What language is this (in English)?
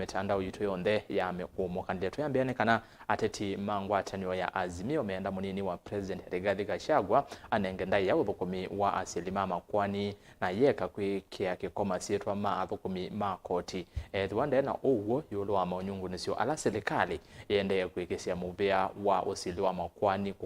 Kamba